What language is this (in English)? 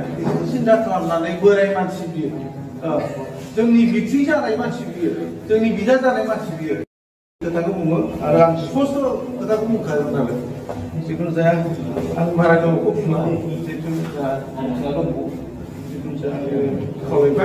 Bodo